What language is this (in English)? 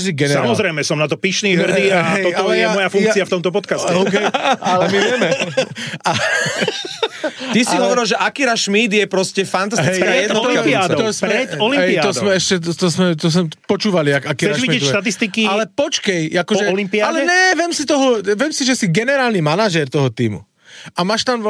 Slovak